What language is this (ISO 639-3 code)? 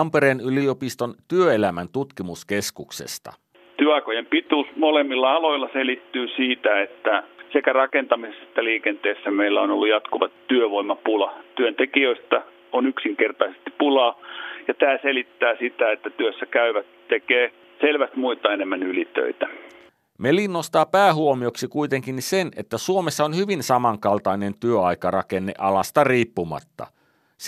fin